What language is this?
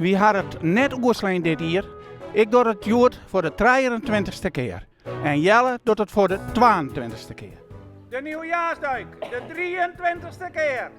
Western Frisian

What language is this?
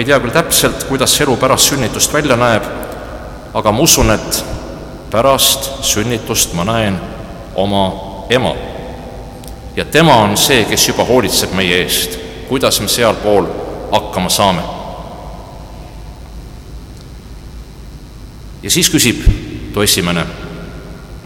Estonian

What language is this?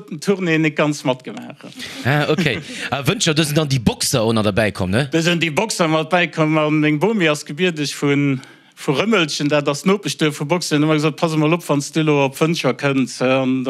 Luxembourgish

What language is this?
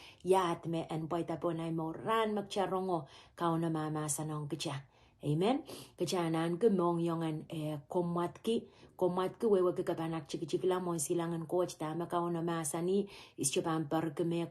Pohnpeian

